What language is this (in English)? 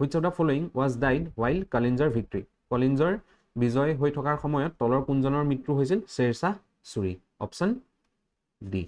Assamese